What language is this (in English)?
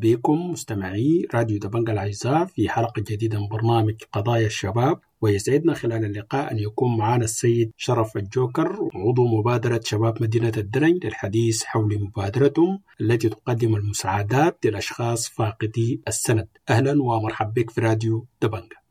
Sudanese Arabic